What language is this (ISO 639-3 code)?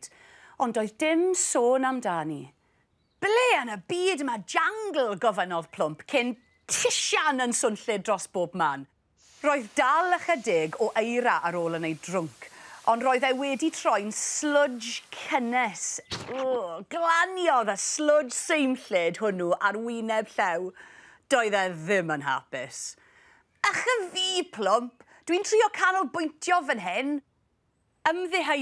cym